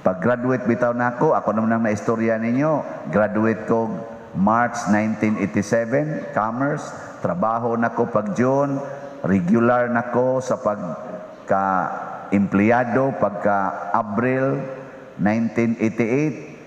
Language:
Cebuano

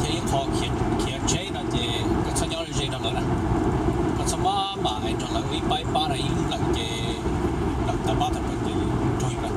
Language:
Hmong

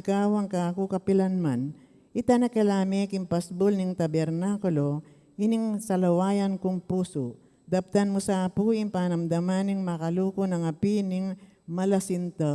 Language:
Pampanga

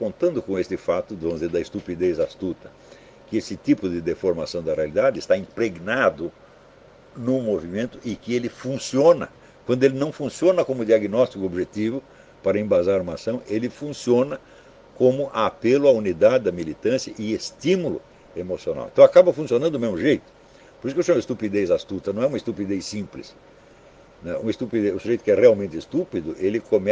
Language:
Portuguese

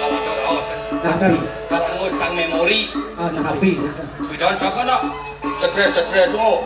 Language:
Balinese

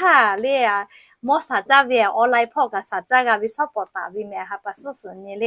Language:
Lahu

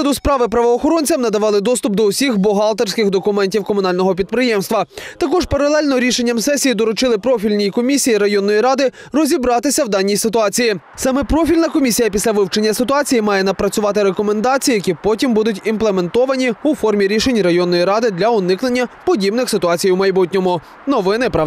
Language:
Ukrainian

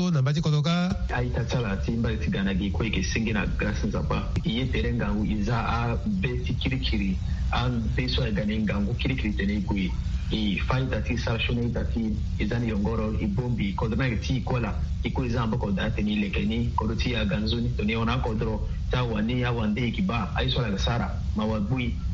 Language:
Sango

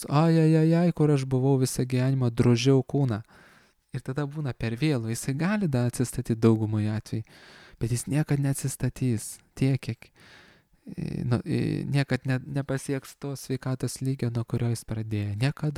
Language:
Lithuanian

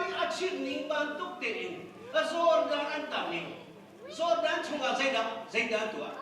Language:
Hakha Chin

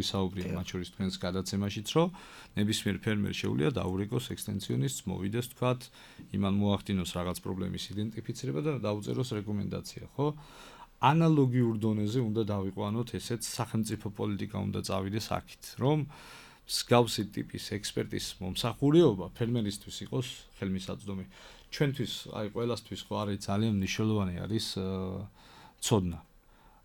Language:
Georgian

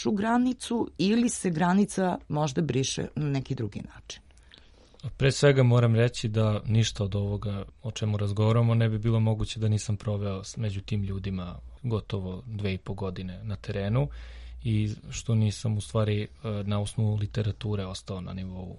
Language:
Serbian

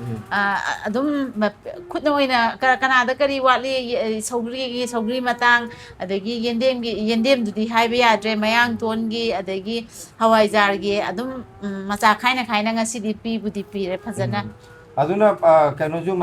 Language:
Manipuri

